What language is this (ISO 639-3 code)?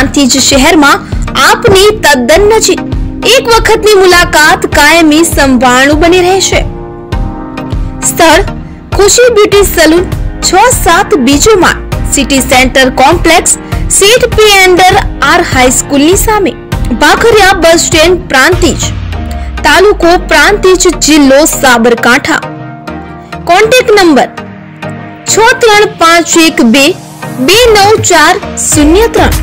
guj